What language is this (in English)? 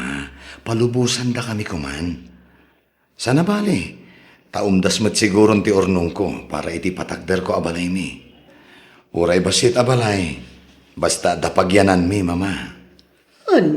Iloko